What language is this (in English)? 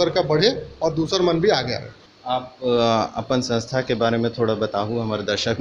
Chhattisgarhi